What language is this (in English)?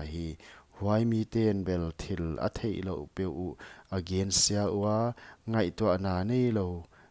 Paite Chin